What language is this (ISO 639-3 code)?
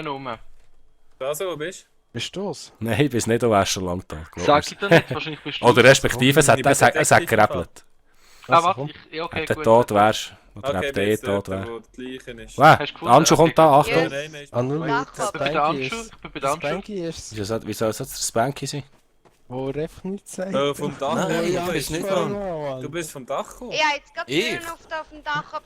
gsw